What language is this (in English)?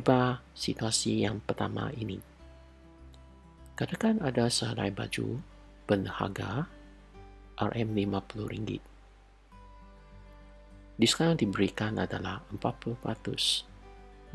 Malay